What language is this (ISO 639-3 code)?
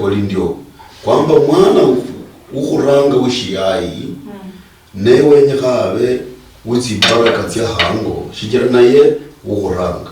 luy